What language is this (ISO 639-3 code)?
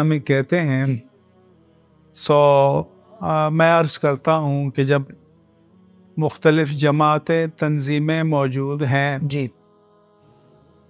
urd